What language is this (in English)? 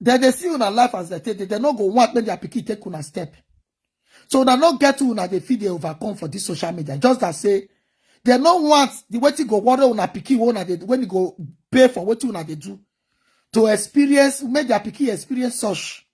Nigerian Pidgin